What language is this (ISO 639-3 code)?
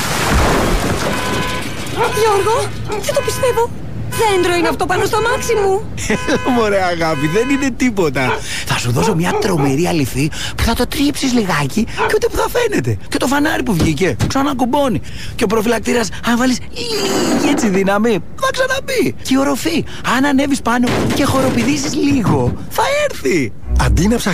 ell